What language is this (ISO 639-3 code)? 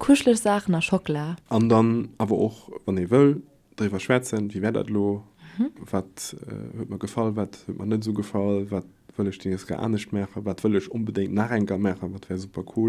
ltz